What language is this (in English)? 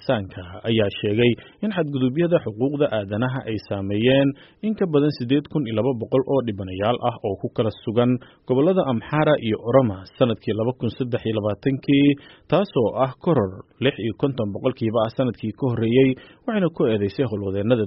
Somali